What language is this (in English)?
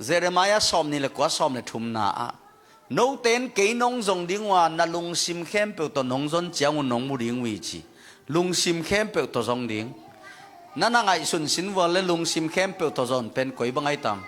Tedim Chin